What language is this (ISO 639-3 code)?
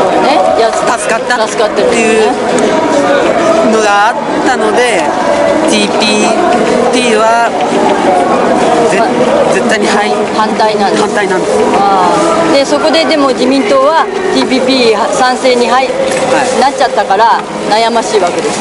jpn